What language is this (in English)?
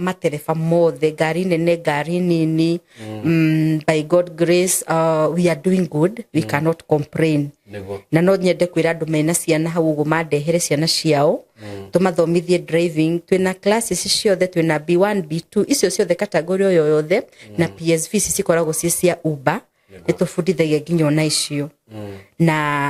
Kikuyu